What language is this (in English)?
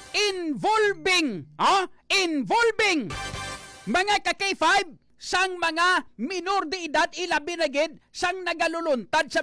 Hiligaynon